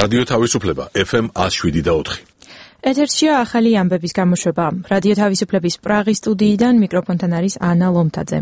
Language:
Georgian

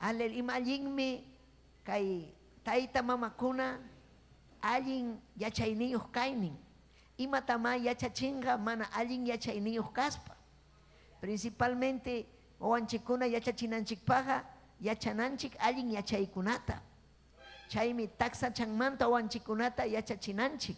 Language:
Ayacucho Quechua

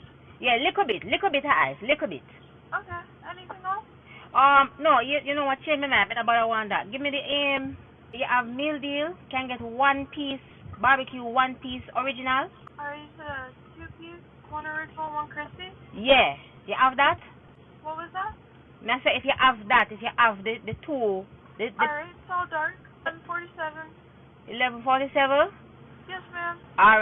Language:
Jamaican Creole English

